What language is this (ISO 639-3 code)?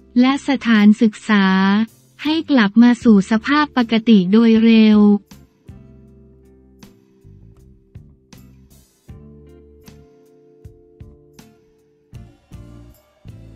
tha